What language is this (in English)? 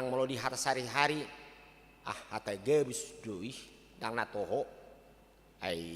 Batak Toba